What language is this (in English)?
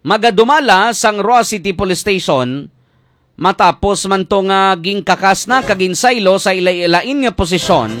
Hiligaynon